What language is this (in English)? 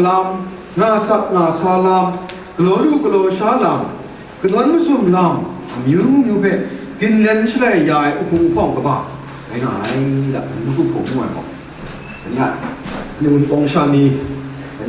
Kachin